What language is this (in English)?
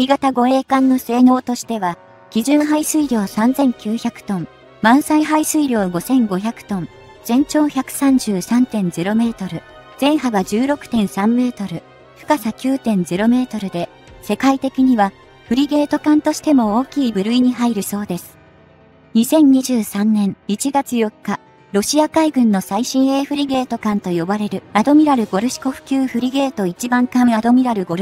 Japanese